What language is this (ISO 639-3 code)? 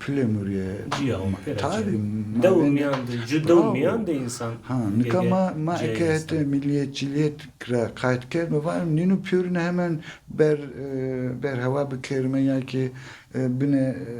zza